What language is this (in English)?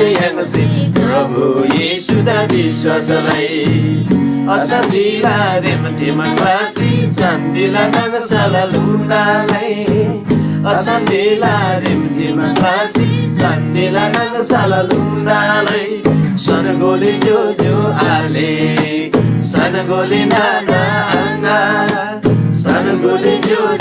Eastern Tamang